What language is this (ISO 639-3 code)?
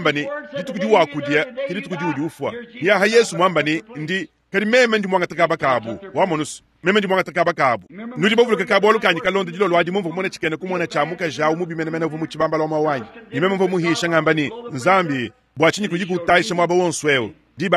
lua